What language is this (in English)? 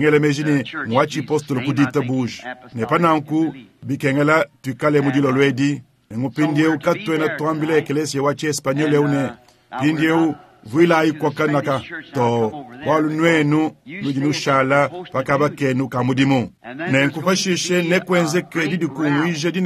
Luba-Lulua